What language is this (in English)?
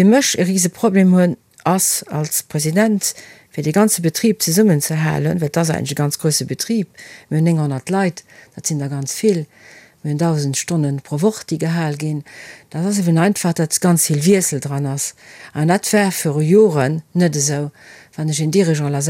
Luxembourgish